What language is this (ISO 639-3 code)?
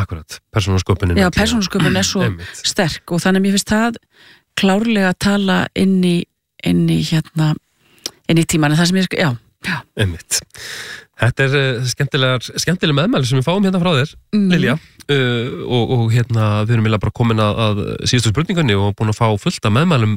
isl